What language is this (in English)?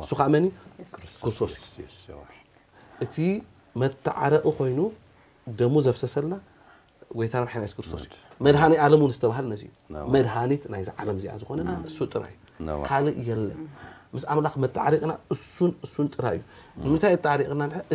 Tigrinya